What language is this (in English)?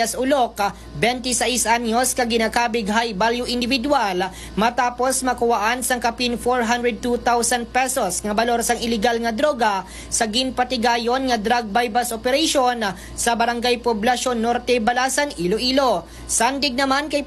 Hiligaynon